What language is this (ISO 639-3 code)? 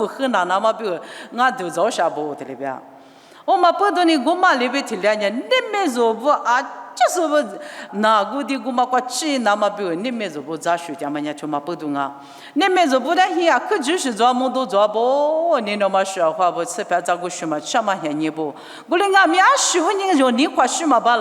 lis